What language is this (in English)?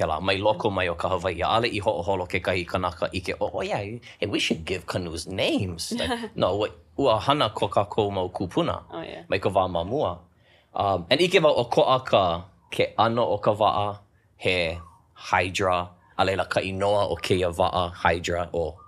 Hawaiian